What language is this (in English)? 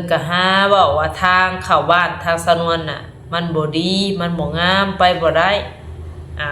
Northeastern Thai